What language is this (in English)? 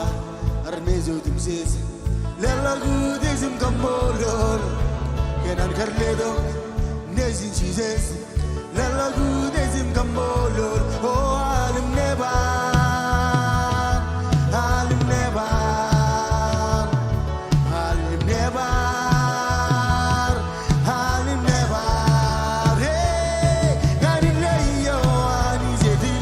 Marshallese